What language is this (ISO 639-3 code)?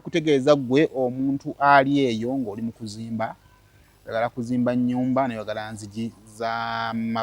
lug